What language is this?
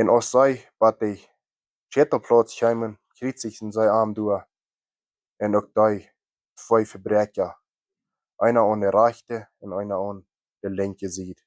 Plautdietsch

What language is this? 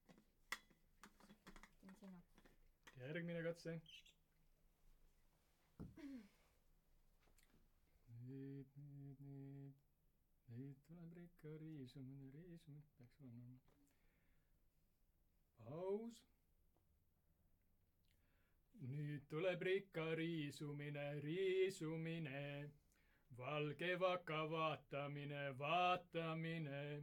Estonian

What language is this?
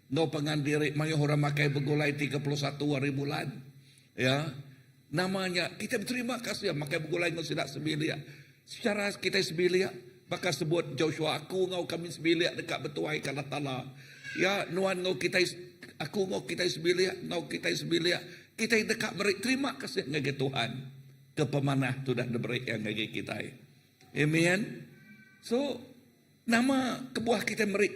Iban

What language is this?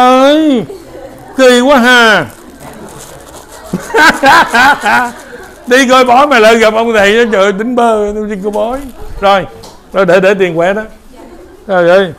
Vietnamese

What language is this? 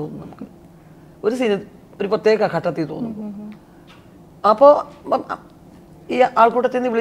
Malayalam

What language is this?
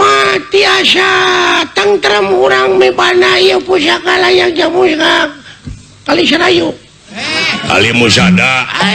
Sundanese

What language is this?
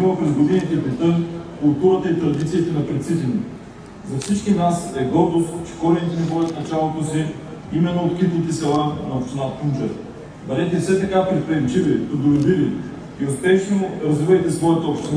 Bulgarian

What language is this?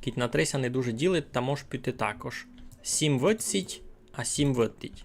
Rusyn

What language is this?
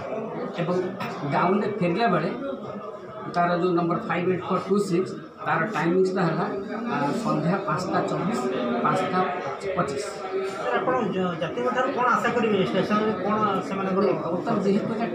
Odia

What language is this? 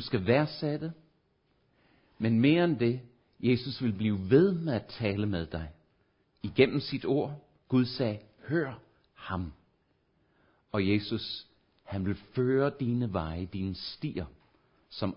Danish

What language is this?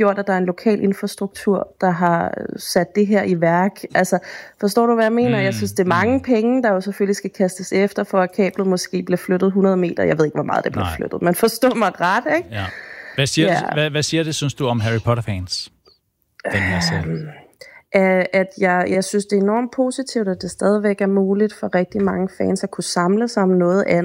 Danish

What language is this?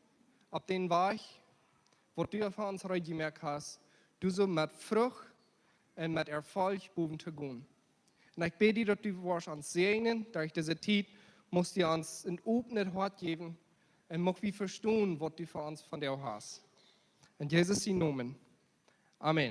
Plautdietsch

